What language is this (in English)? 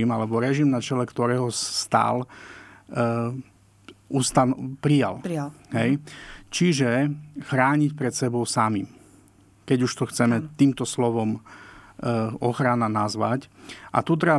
Slovak